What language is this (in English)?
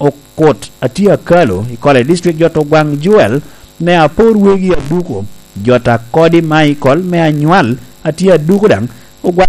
Lango (Uganda)